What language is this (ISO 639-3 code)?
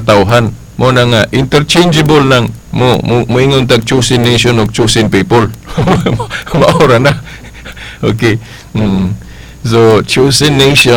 ceb